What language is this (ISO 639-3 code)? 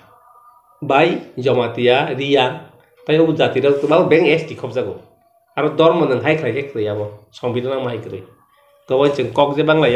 trp